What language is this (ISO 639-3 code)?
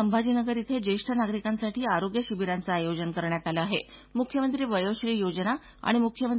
mar